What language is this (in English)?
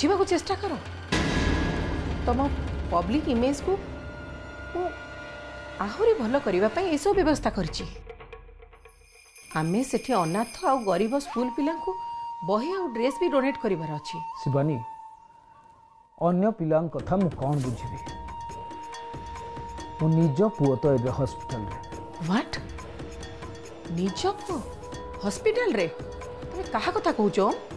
Odia